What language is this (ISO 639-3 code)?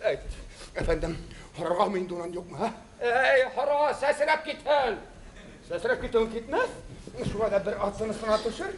bak